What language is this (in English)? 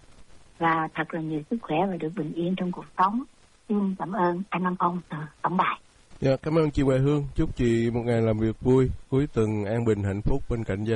Vietnamese